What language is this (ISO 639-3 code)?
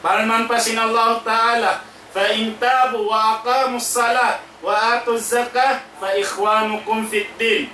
tsg